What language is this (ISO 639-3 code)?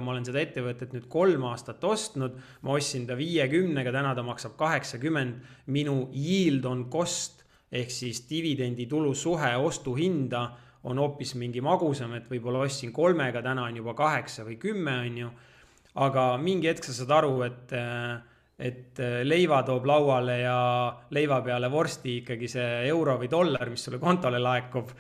est